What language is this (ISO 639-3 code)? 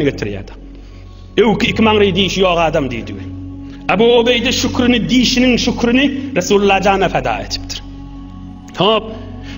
tuk